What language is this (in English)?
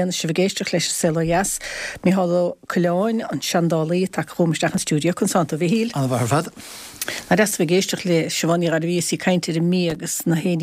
Irish